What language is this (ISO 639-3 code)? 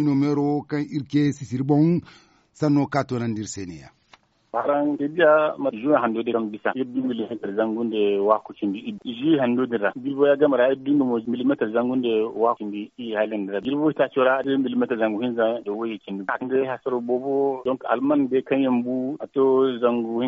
dje